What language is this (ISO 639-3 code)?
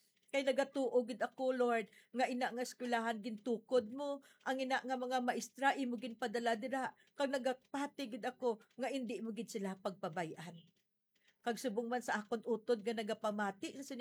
hil